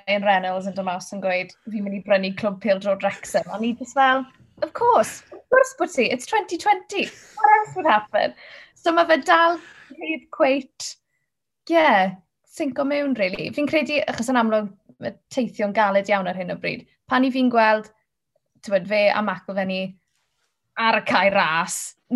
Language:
Welsh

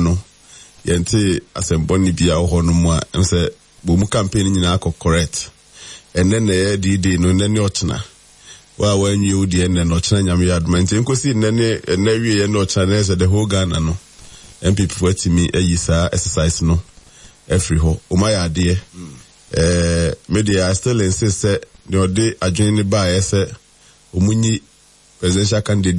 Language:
Akan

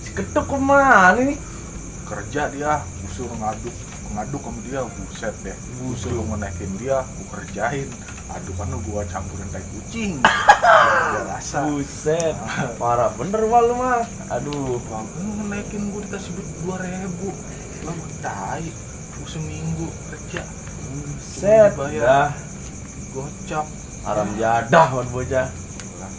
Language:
Betawi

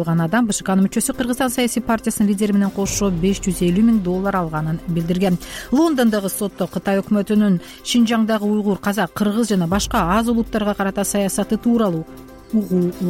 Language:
Kyrgyz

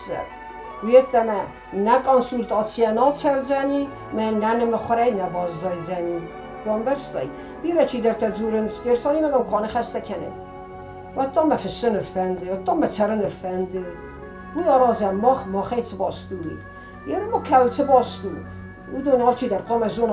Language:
Ossetic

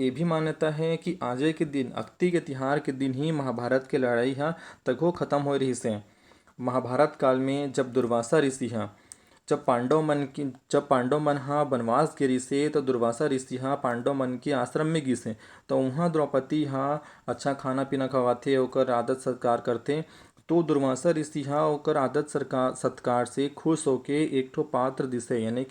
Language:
Chhattisgarhi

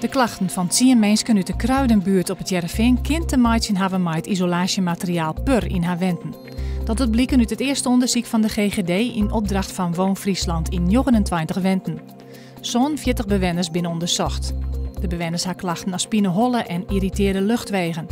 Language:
Western Frisian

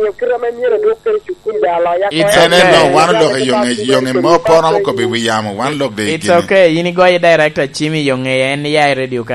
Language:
Lango (Uganda)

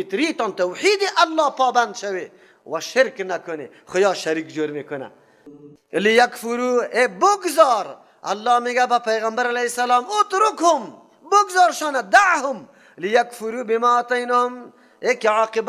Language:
Persian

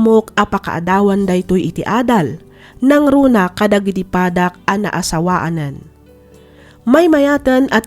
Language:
Iloko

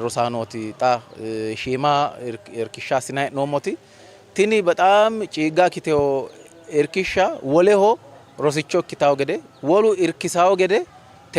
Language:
Sidamo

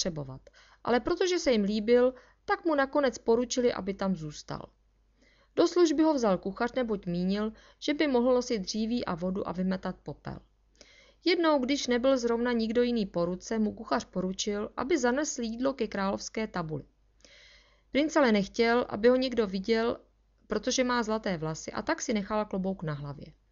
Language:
Czech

